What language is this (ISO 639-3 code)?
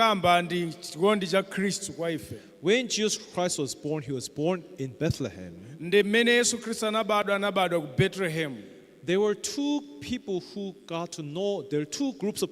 nya